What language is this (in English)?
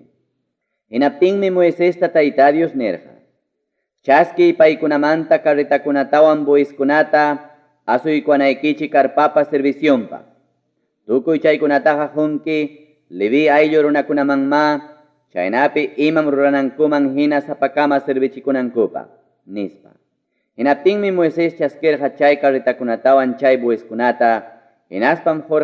Ayacucho Quechua